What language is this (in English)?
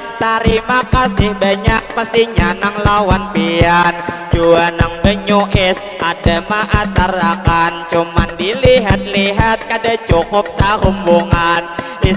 Banjar